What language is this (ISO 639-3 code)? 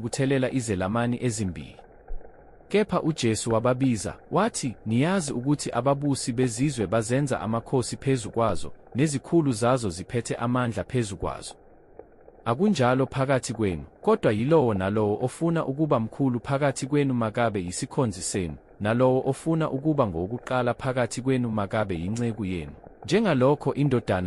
zul